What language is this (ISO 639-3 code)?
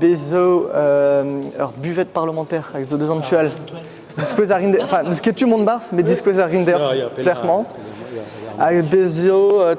bre